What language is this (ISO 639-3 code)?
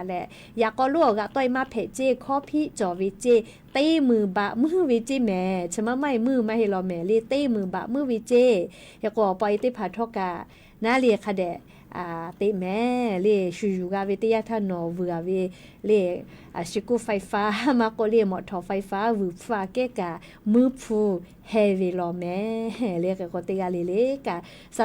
lhu